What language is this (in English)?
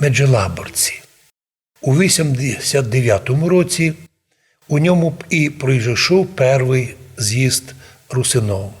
Rusyn